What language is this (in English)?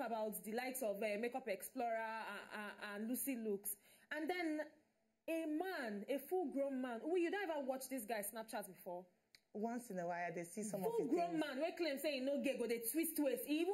Nigerian Pidgin